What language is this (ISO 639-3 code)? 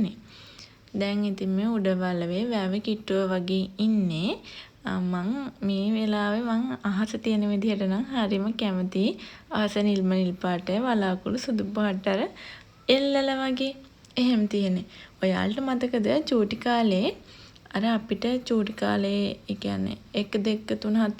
sin